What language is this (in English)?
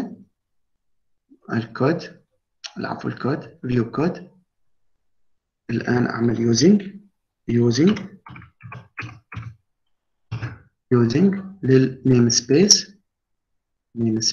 Arabic